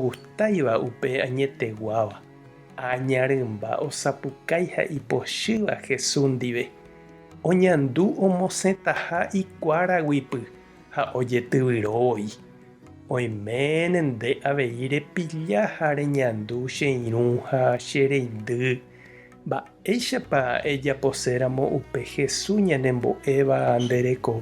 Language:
Guarani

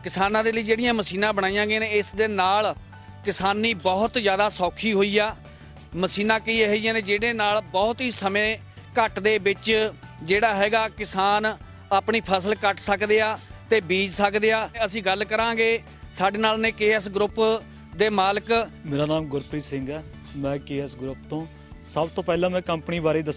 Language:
Punjabi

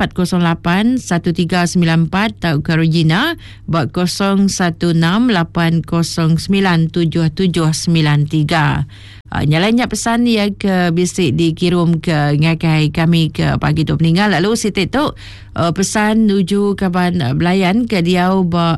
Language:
Iban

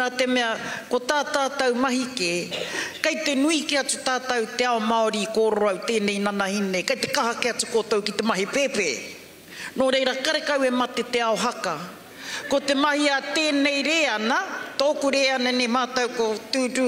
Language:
Māori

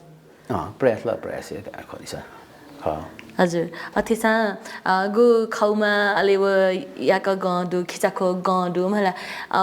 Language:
Newari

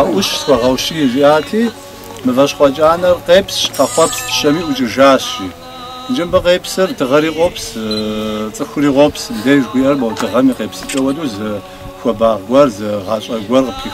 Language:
Kabardian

